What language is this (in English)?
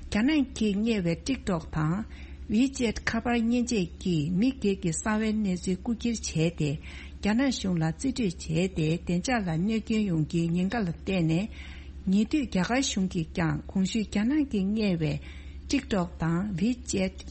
Tibetan